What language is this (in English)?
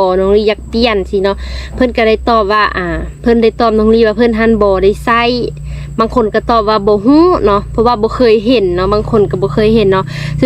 Lao